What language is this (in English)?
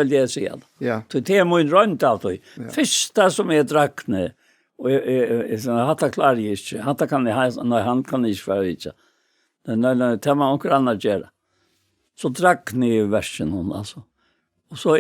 Faroese